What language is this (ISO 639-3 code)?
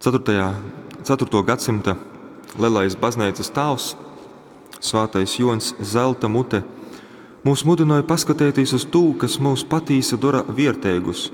ltg